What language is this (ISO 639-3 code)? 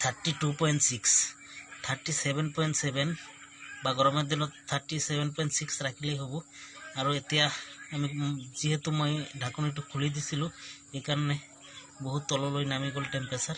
asm